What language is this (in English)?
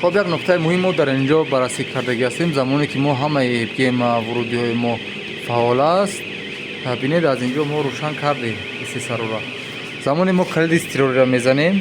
Tajik